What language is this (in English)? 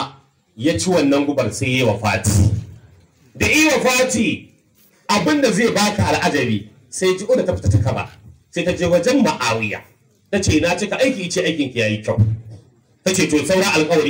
Hausa